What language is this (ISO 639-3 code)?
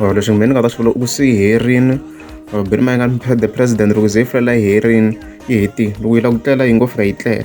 tso